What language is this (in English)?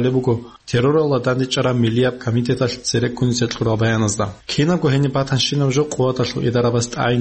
Avaric